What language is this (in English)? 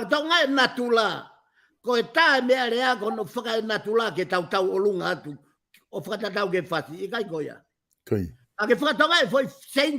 Tongan